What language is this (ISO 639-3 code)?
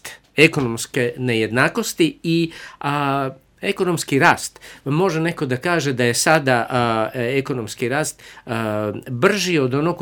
srp